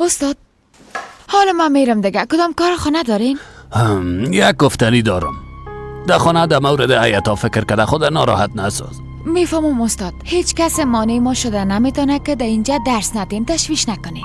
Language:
Persian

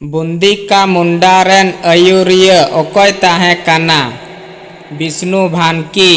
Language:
Santali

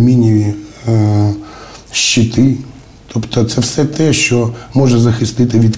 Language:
Ukrainian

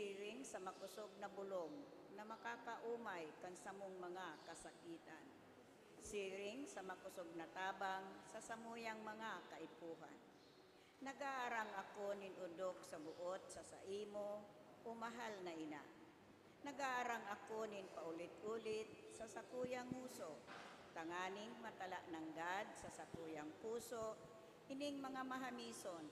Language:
Bikol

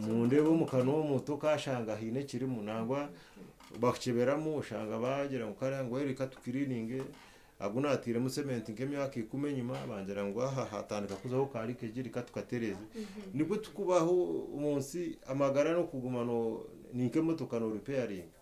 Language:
Nyankole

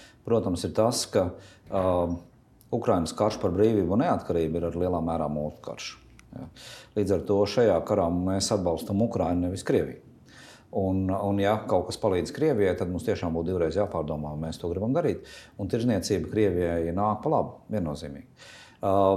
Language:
Latvian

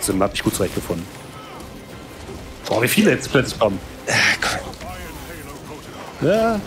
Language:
German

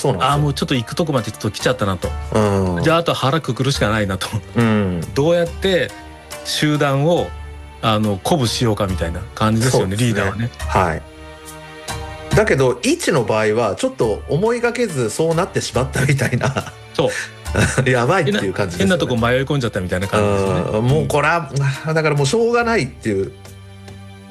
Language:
Japanese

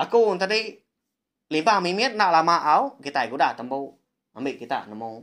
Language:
Iban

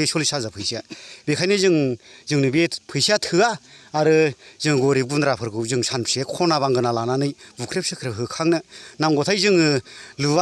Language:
Bodo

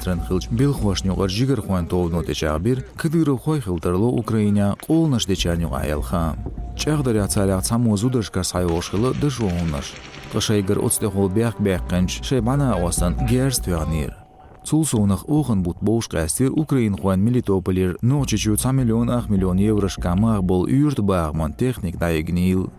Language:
Chechen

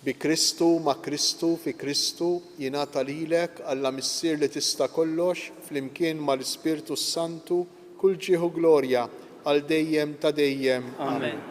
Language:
Maltese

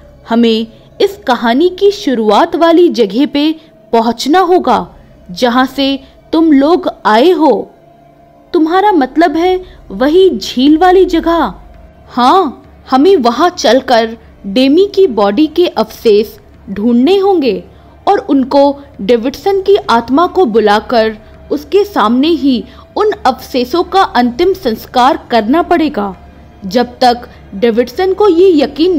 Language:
Hindi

